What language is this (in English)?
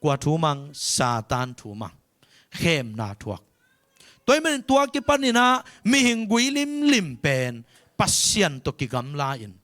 Tedim Chin